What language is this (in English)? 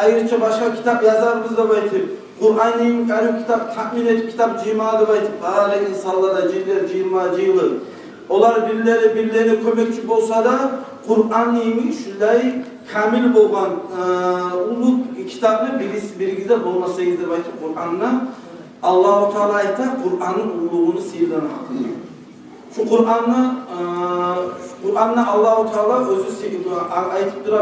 Kumyk